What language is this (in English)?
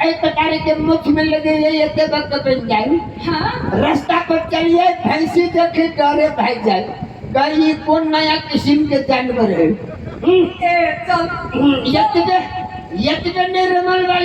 Maithili